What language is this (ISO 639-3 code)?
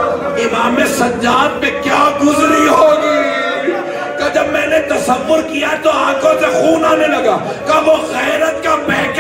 urd